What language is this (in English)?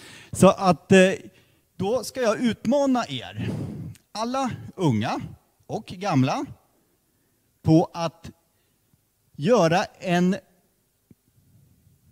Swedish